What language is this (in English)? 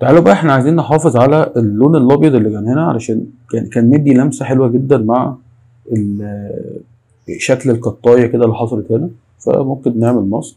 Egyptian Arabic